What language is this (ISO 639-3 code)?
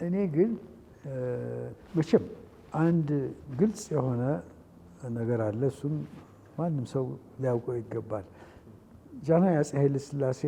amh